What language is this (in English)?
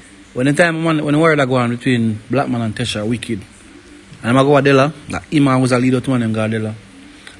Jamaican Creole English